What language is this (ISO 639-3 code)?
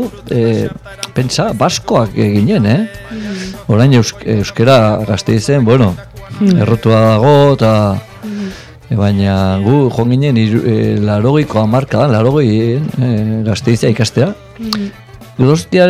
eus